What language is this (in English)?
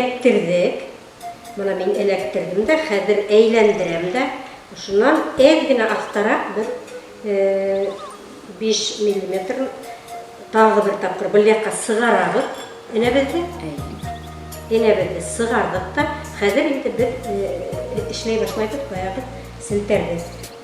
Bashkir